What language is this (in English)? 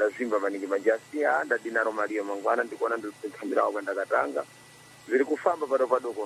Sena